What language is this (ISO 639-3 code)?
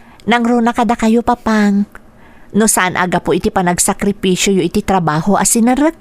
ilo